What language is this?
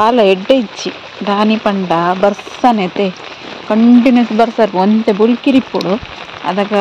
Tulu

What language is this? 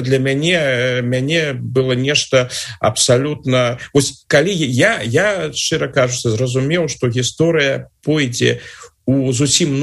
Belarusian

